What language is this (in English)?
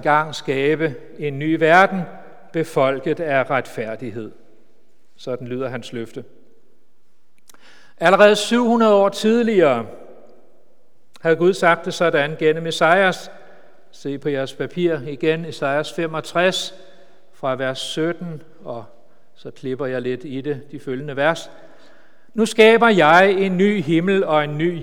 Danish